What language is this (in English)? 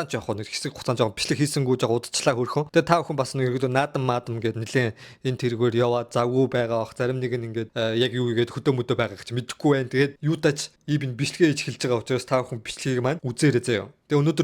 Mongolian